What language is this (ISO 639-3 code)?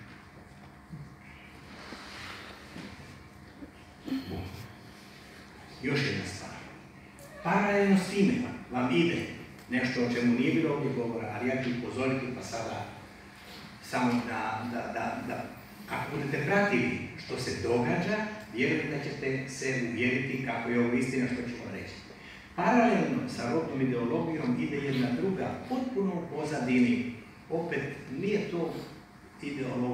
hrv